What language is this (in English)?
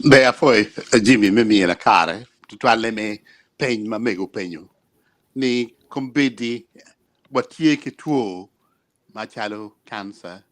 Acoli